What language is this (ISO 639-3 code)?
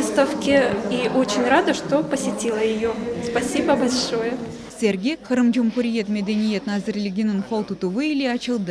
crh